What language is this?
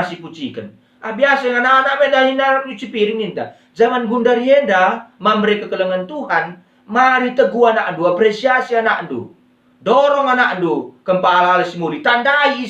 Batak Karo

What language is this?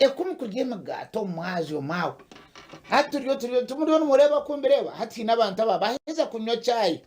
Nyankole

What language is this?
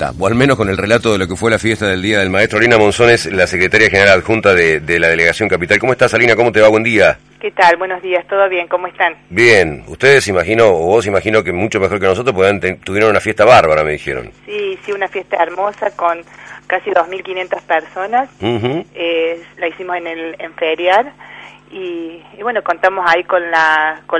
Spanish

